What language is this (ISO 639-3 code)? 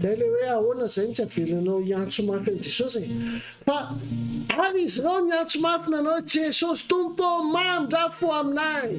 mlg